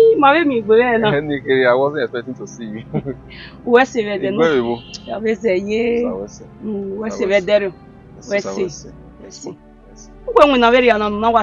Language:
Bini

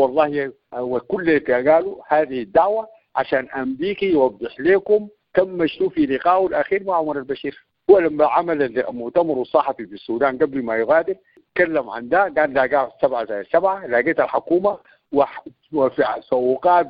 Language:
Sudanese Arabic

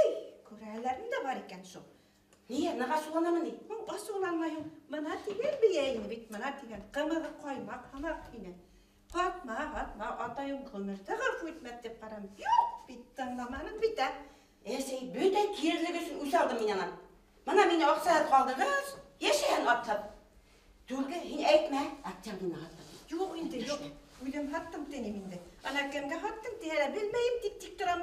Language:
Bashkir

